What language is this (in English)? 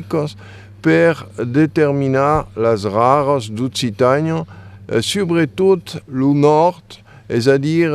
Occitan